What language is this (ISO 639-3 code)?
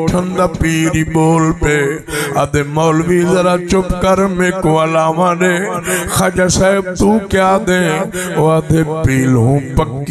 skr